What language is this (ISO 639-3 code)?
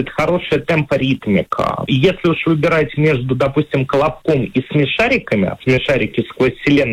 rus